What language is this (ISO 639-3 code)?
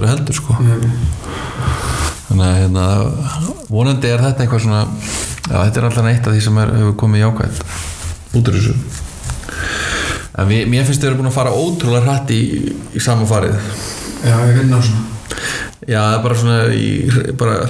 isl